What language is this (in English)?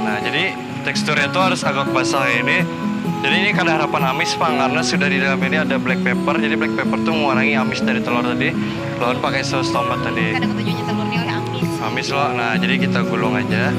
Banjar